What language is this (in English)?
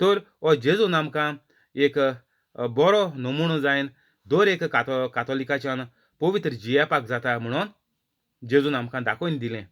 Konkani